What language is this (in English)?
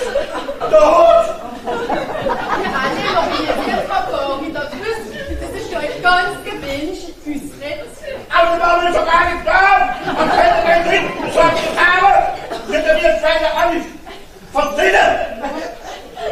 German